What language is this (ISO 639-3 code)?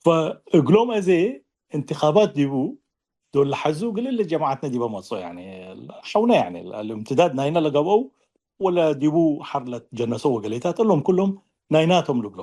tig